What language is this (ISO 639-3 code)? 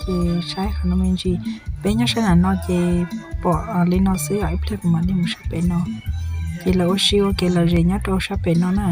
hmn